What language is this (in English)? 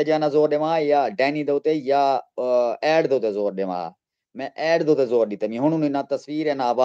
Saraiki